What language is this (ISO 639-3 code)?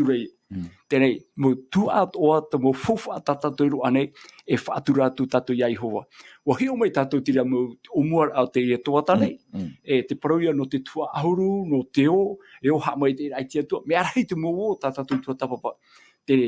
tah